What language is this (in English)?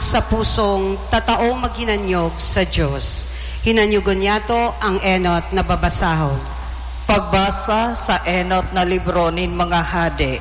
Bikol